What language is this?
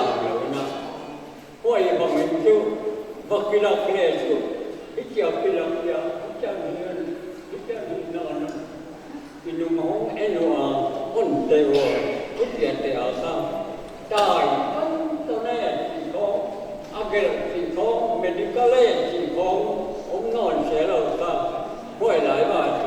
Paite Chin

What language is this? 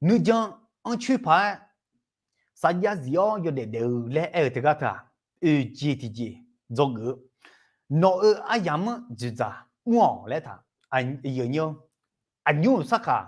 Akha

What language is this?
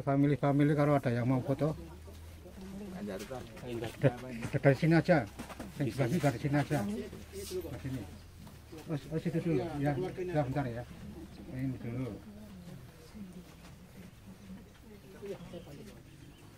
Indonesian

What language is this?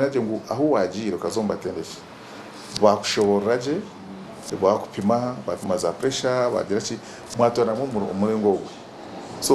Nyankole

